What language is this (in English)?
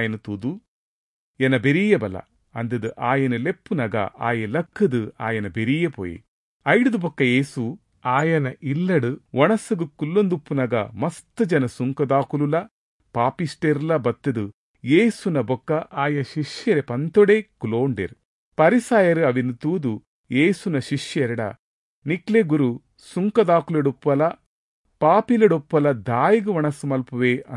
Tulu